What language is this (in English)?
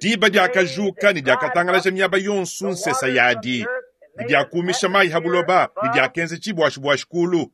Luba-Lulua